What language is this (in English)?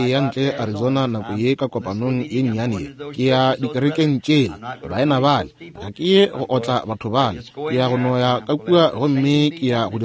Northern Sotho